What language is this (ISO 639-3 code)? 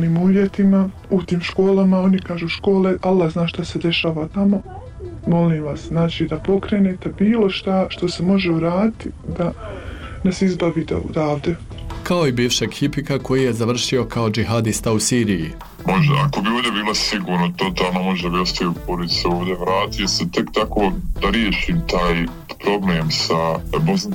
bos